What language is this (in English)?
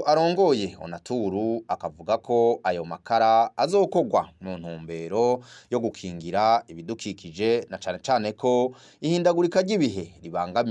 Rundi